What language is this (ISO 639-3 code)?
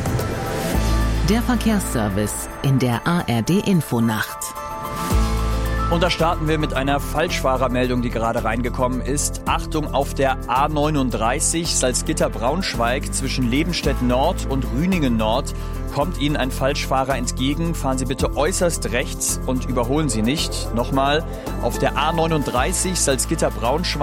deu